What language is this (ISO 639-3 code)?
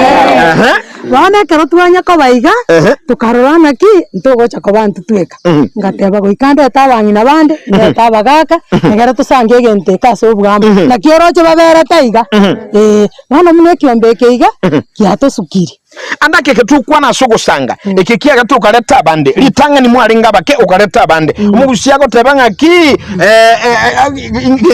guz